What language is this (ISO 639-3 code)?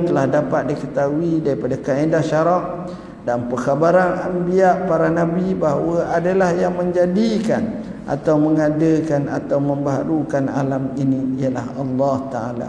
msa